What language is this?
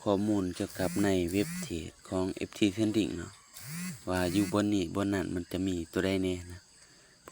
Lao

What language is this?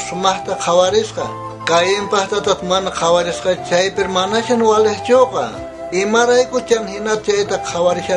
South Bolivian Quechua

